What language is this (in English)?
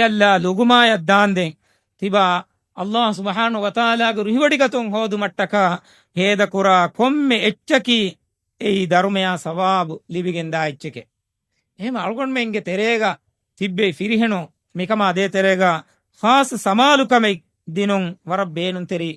Divehi